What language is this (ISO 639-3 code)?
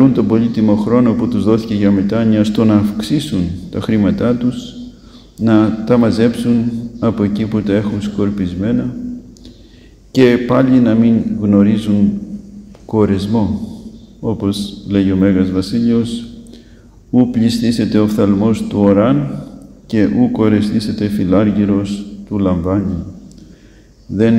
ell